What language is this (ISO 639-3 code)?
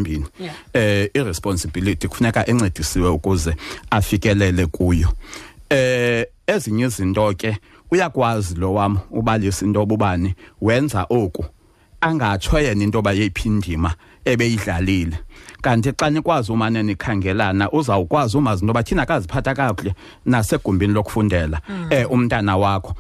xho